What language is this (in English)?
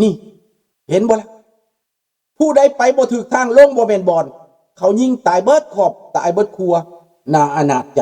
Lao